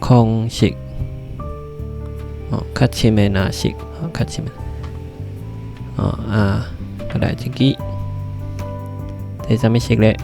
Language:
Min Nan Chinese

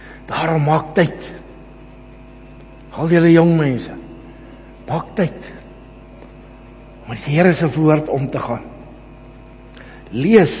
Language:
Afrikaans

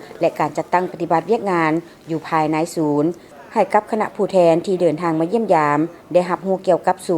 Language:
Lao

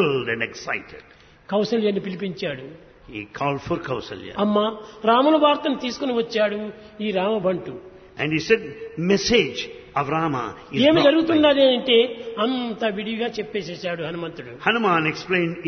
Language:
Telugu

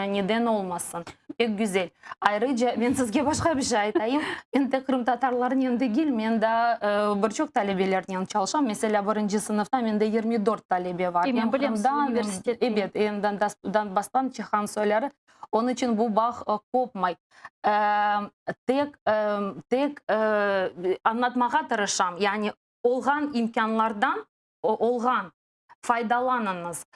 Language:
Crimean Tatar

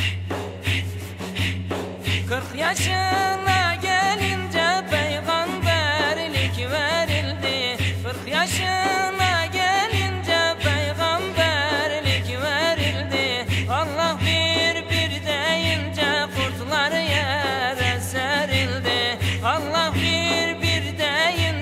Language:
Turkish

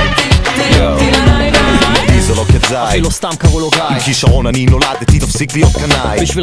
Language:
Hebrew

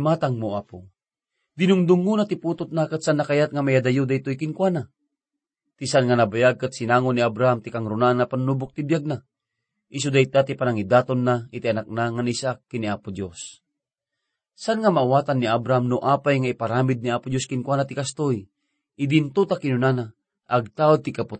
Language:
Iloko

